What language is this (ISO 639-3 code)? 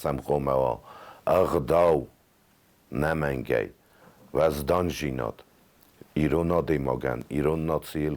oss